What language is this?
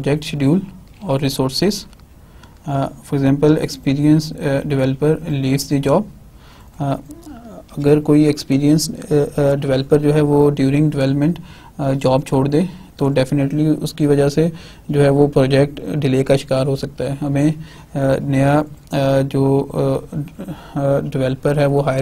Hindi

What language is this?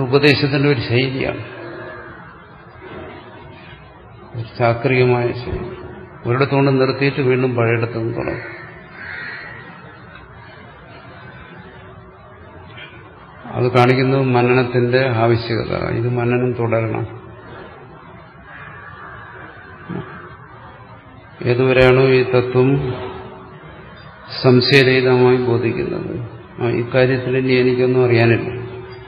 Malayalam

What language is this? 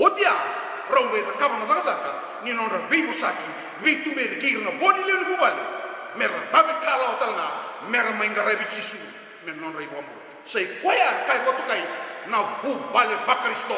Fijian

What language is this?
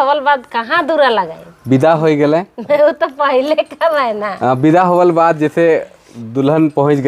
Sadri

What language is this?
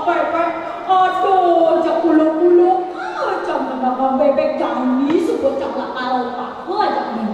Balinese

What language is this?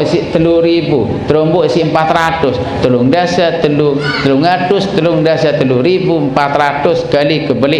Sasak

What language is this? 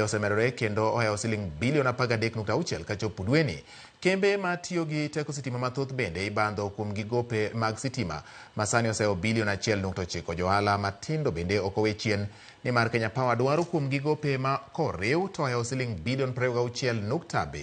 Luo (Kenya and Tanzania)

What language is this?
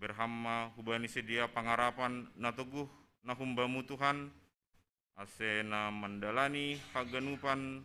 Batak Simalungun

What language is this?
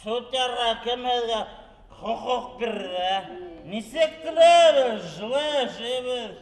Bashkir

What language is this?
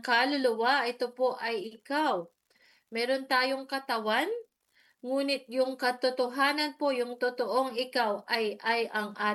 Filipino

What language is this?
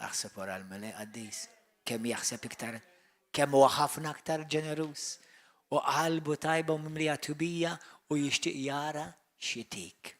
Maltese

